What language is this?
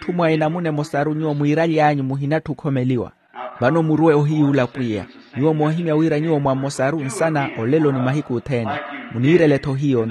Makhuwa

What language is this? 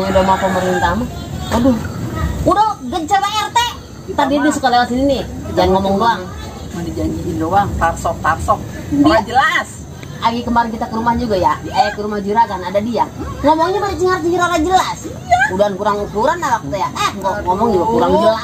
Betawi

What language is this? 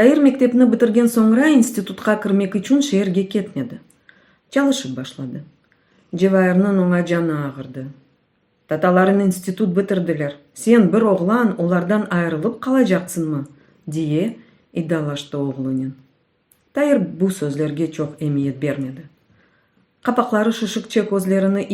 Crimean Tatar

